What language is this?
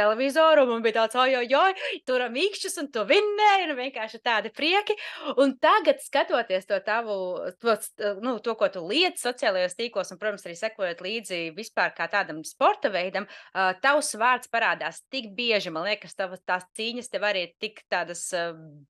Latvian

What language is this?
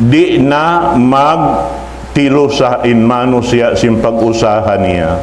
Tausug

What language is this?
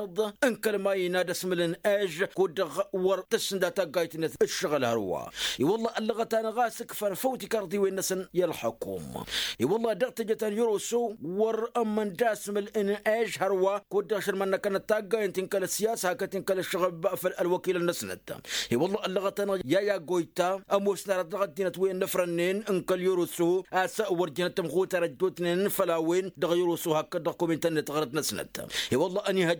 Tamasheq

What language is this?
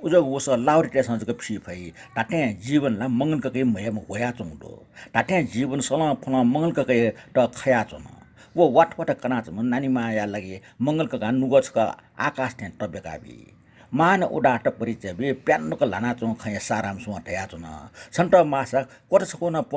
Newari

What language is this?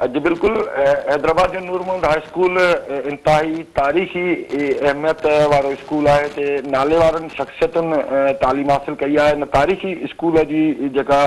Sindhi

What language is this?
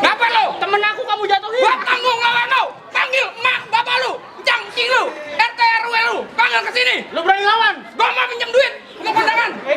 Betawi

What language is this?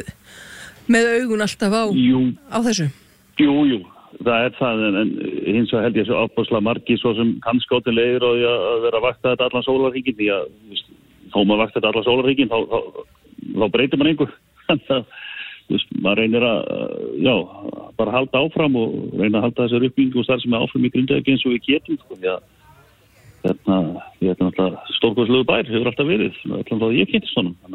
Icelandic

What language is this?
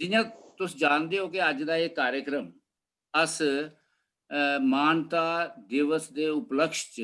Dogri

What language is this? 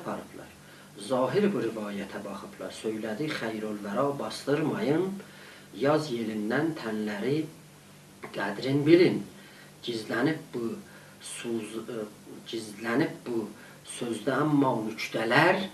South Azerbaijani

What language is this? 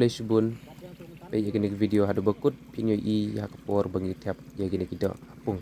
Khasi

